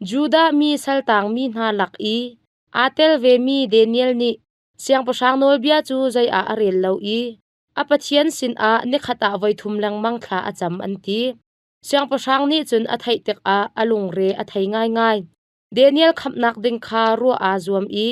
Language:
Hakha Chin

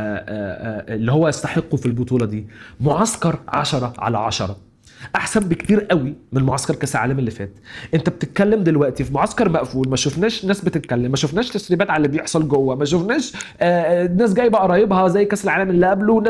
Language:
Egyptian Arabic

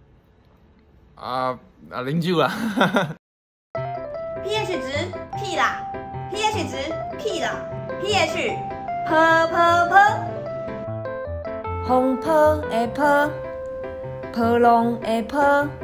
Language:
Min Nan Chinese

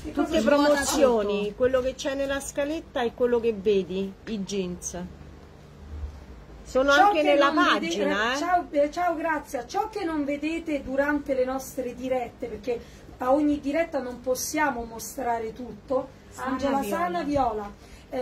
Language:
Italian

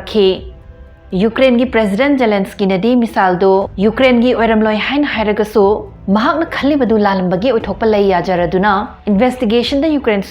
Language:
Manipuri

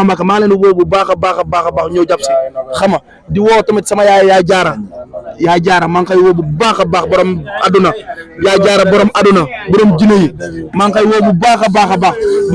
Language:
Wolof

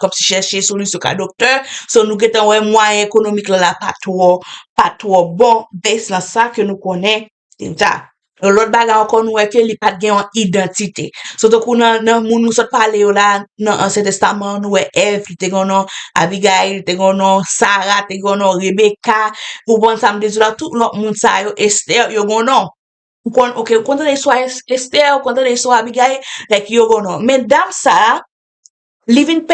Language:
Haitian Creole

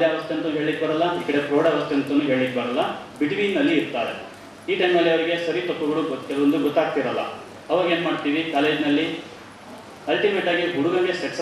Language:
Kannada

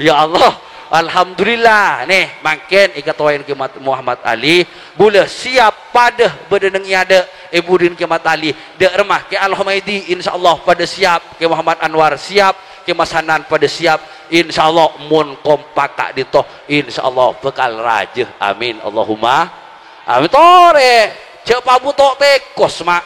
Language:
Madurese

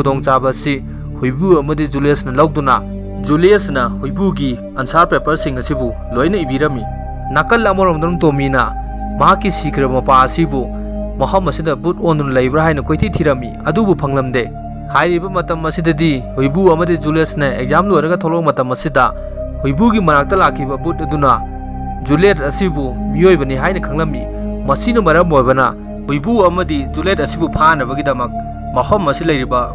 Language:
Manipuri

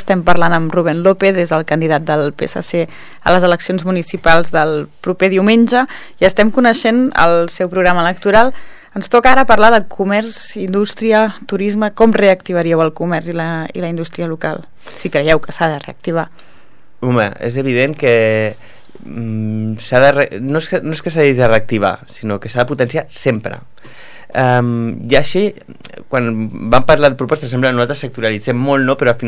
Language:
Catalan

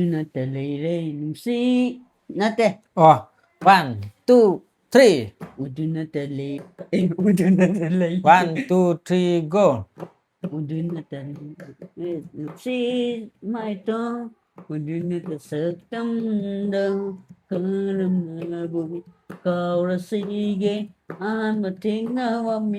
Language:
Manipuri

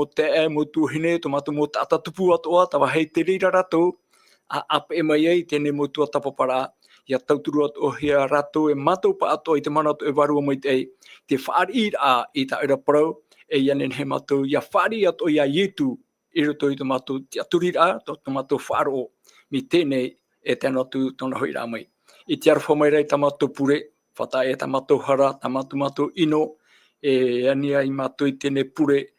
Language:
Tahitian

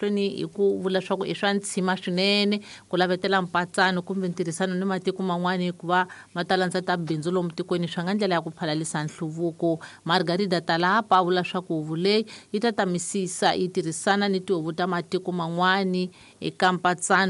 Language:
Tsonga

